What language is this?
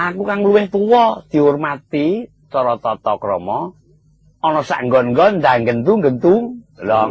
Javanese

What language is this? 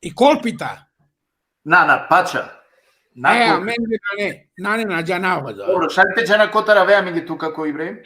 Balkan Romani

